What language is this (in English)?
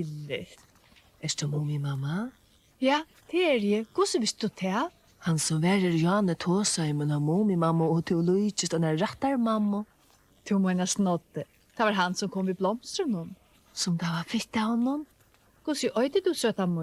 Faroese